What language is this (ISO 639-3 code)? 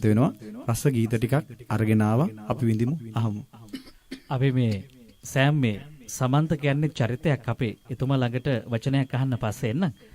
sin